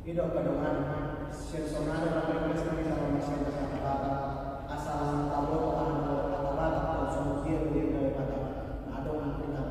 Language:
Batak Toba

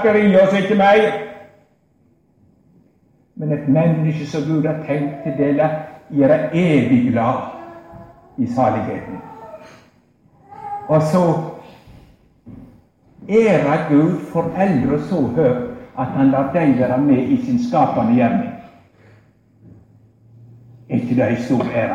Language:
Norwegian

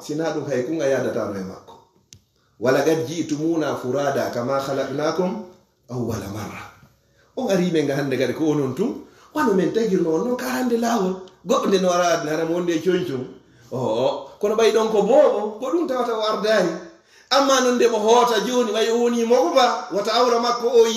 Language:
Fula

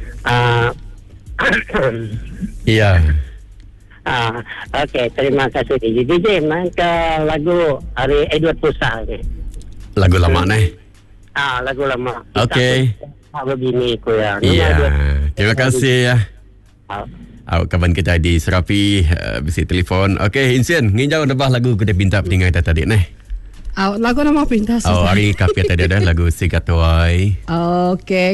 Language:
Iban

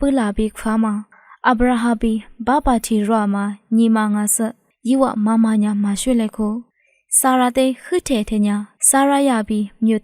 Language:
Lisu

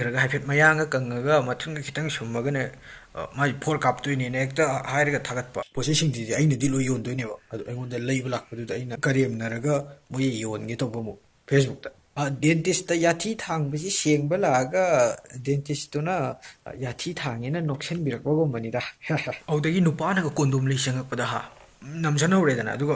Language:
Manipuri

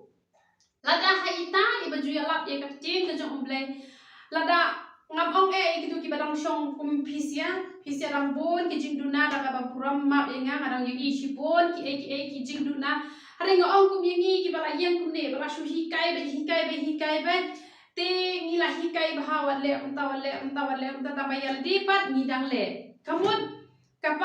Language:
Khasi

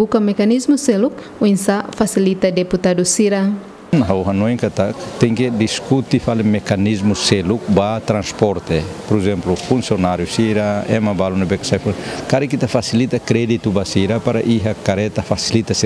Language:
Tetum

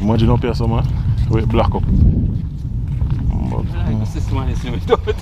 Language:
Jamaican Creole English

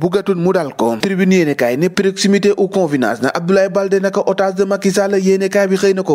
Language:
Wolof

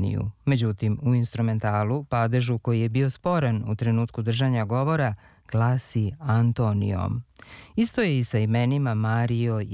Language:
Serbian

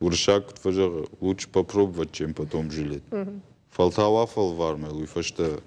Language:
Ossetic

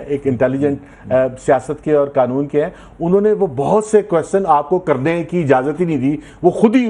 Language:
Urdu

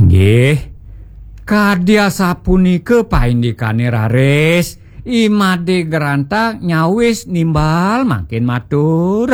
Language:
Balinese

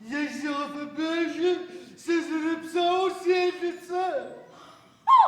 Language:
Adyghe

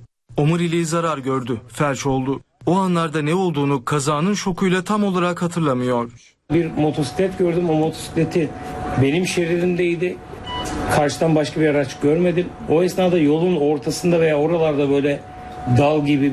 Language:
Turkish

